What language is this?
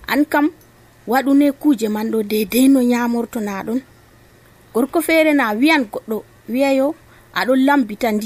Nigerian Fulfulde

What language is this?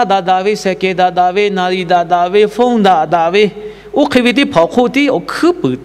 Lahu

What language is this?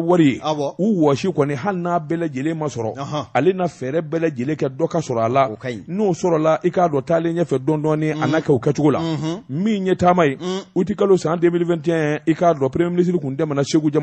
Bambara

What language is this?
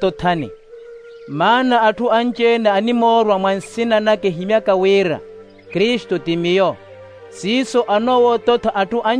Makhuwa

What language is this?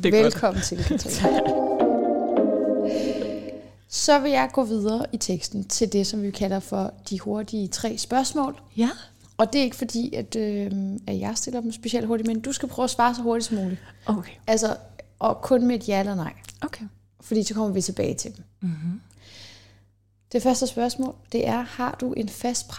Danish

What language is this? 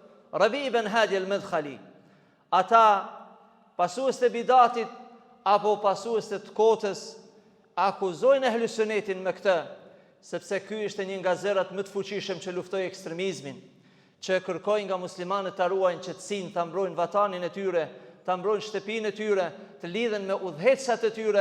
Albanian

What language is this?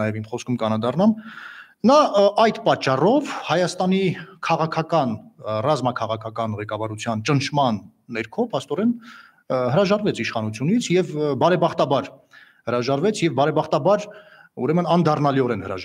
Armenian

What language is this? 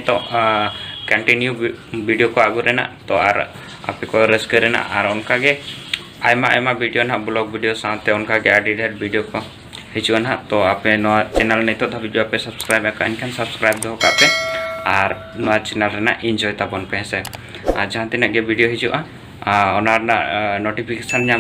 Santali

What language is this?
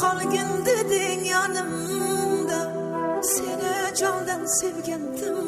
Kara-Kalpak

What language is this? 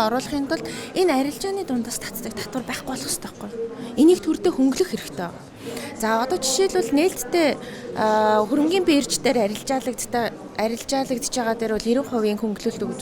Mongolian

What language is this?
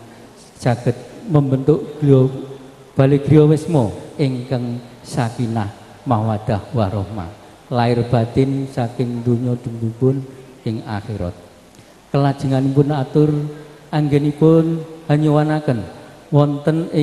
Javanese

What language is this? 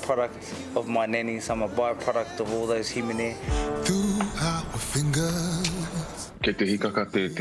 Māori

